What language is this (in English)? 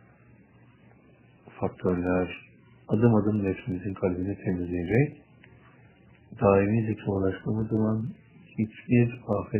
Turkish